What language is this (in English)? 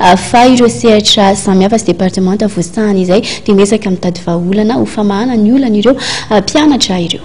Malagasy